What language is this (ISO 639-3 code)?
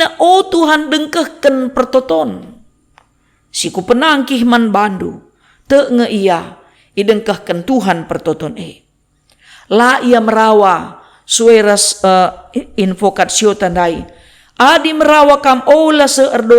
btx